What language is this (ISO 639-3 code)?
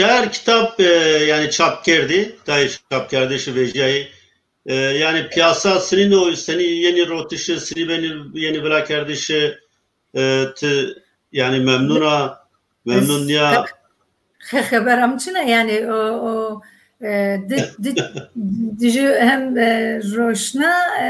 zza